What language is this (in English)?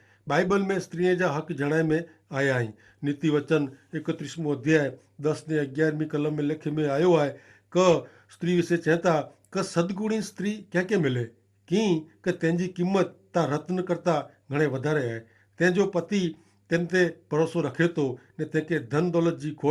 Kachhi